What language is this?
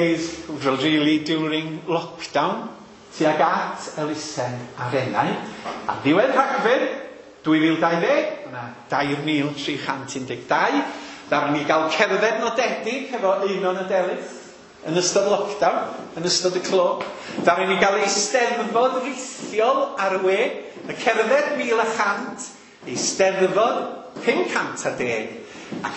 Welsh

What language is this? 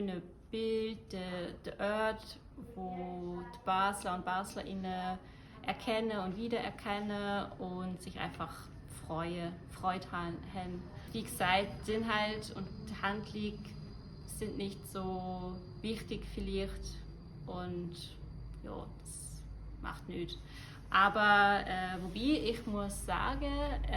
Swiss German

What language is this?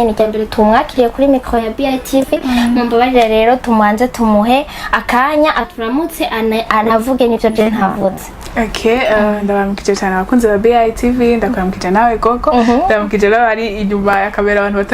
Rundi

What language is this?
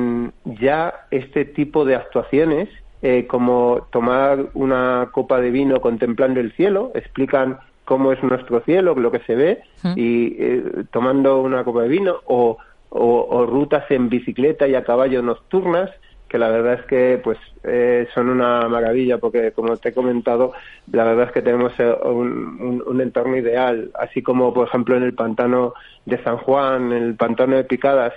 Spanish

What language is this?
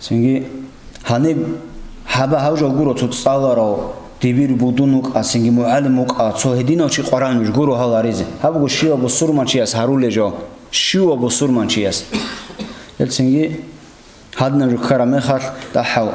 Avaric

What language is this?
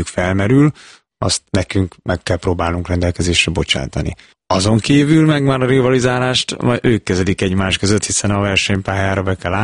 Hungarian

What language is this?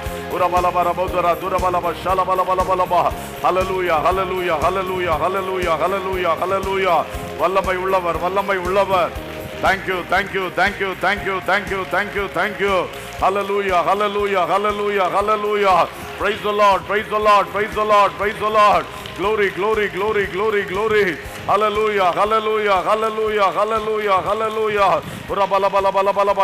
Tamil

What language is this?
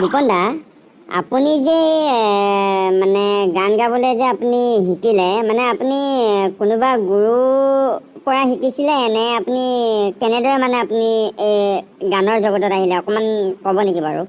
Assamese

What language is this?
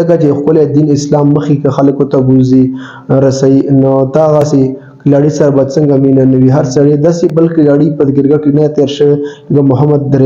Pashto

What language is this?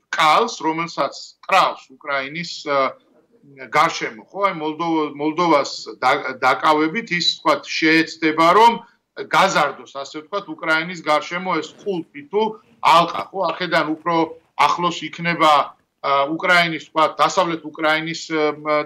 Georgian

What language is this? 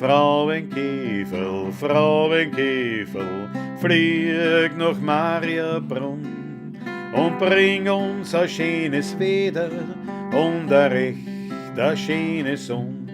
Bavarian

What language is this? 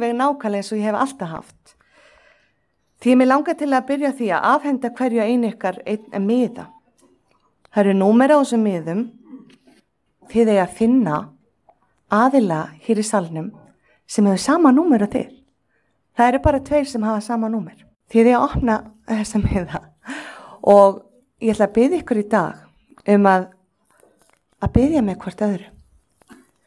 Icelandic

